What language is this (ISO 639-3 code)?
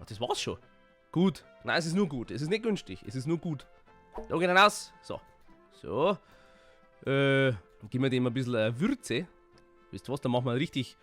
bar